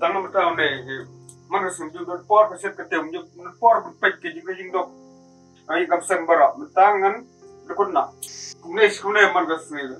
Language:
Khasi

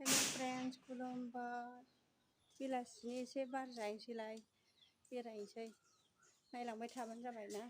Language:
Bodo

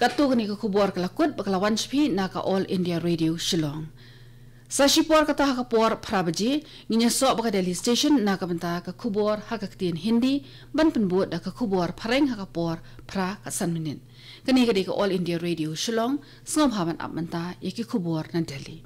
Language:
Khasi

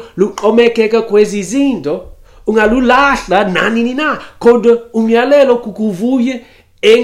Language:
Xhosa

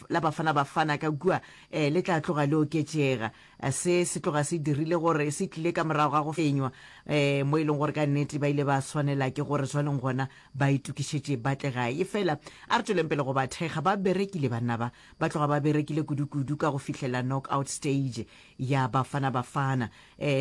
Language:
Northern Sotho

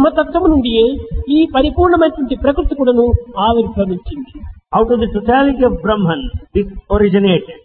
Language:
Telugu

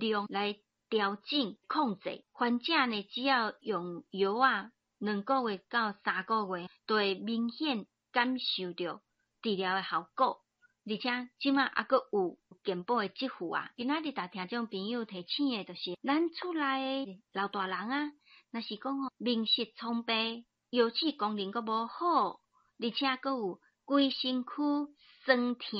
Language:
Min Nan Chinese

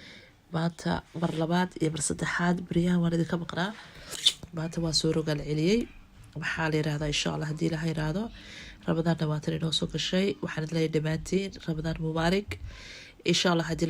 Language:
Somali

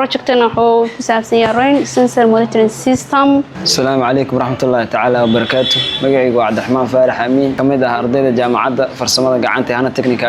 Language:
Somali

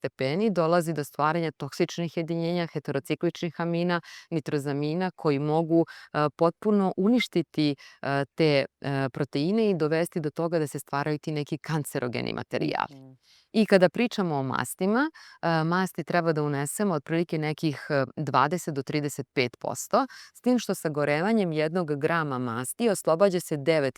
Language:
Serbian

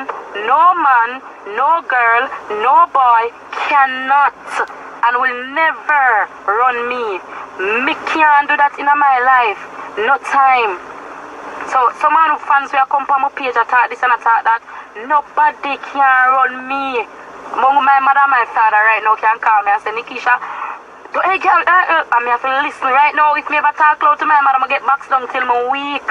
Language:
Jamaican Creole English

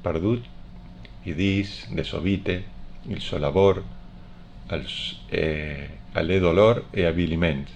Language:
Friulian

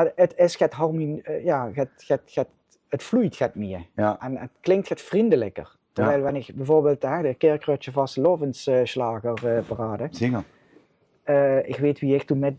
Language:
Limburgish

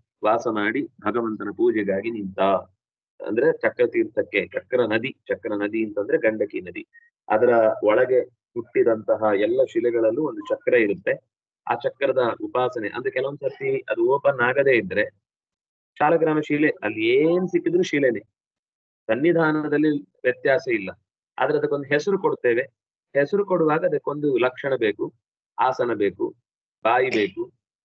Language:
Kannada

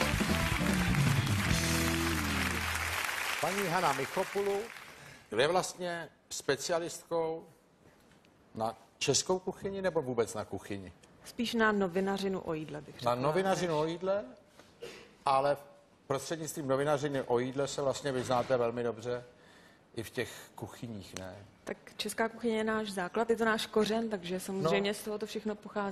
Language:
Czech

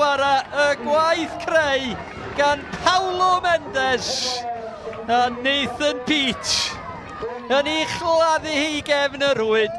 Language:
Welsh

